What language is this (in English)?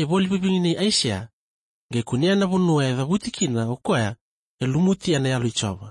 Fijian